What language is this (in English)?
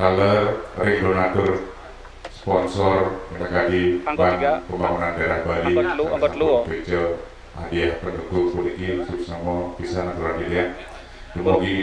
Balinese